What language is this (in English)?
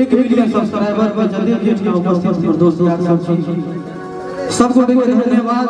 Maithili